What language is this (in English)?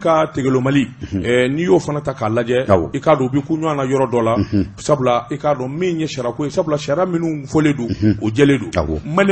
Bambara